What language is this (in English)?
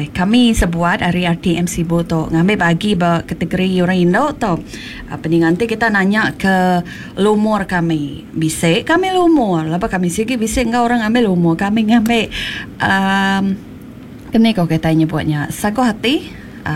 Iban